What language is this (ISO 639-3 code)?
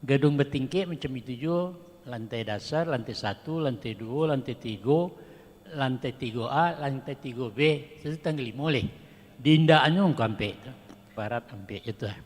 min